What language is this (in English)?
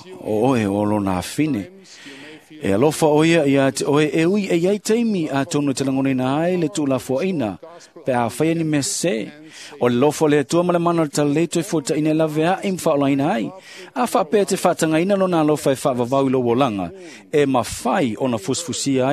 Samoan